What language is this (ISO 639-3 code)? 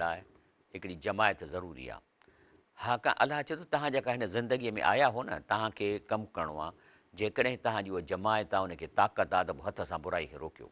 snd